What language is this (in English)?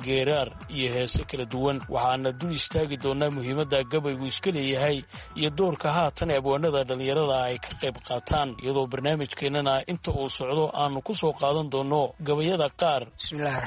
Somali